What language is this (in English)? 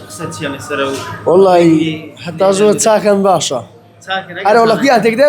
Central Kurdish